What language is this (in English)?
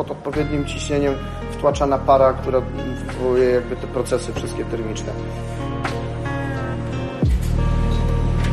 Polish